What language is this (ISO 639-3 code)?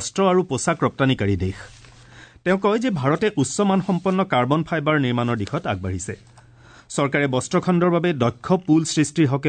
asm